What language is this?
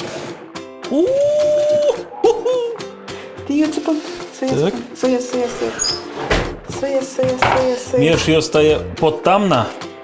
Udmurt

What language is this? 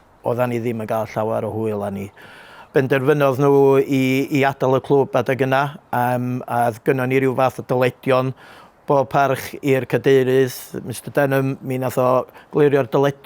Welsh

